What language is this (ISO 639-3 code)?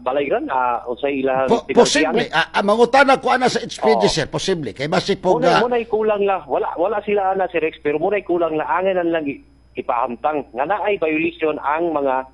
ceb